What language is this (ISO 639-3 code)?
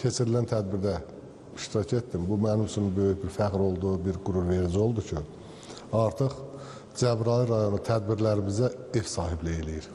aze